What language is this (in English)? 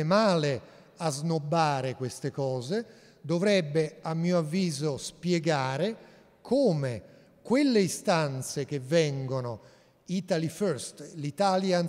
Italian